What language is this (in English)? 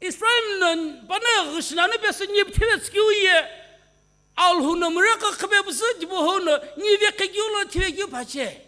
Sumi Naga